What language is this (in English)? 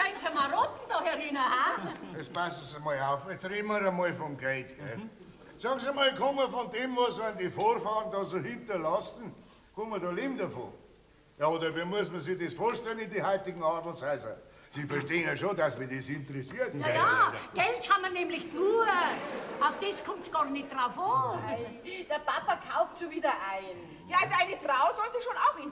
Bavarian